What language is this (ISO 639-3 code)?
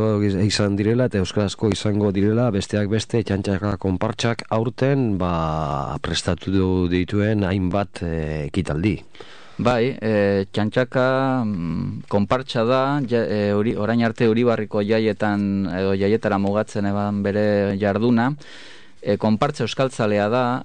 eus